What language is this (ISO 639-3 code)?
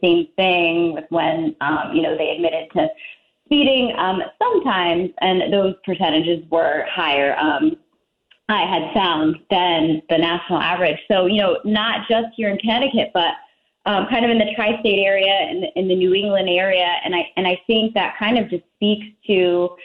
eng